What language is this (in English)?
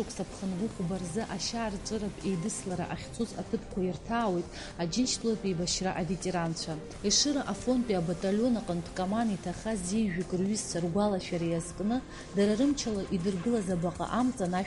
Abkhazian